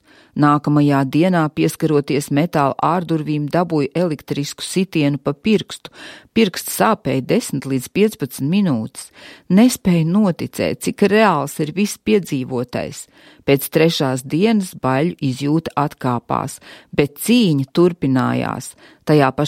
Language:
Latvian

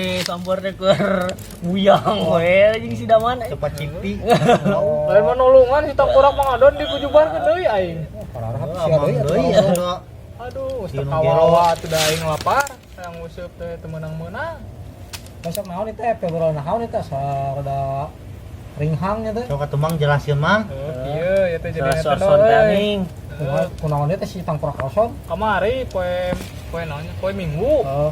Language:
Sundanese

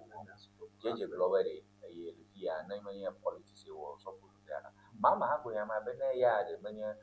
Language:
Ewe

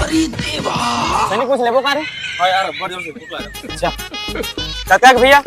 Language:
Chhattisgarhi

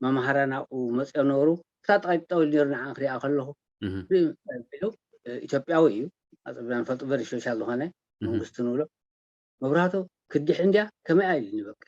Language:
Tigrinya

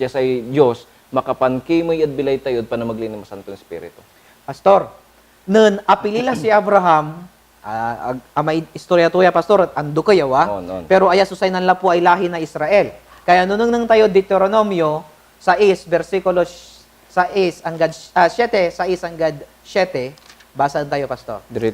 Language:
Pangasinan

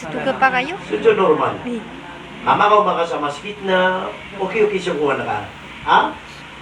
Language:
Maranao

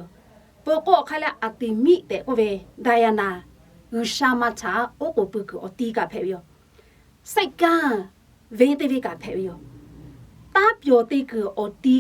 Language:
Lahu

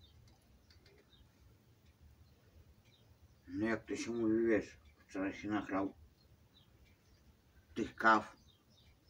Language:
Polish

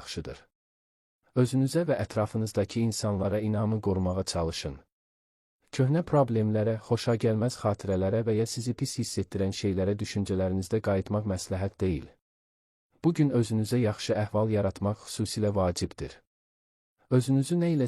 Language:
Azerbaijani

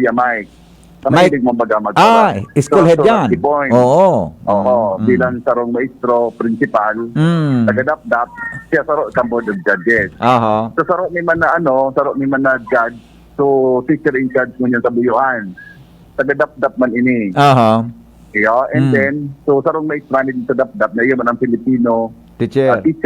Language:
Bikol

